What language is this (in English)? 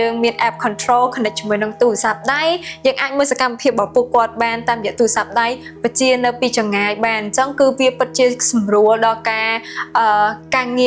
Khmer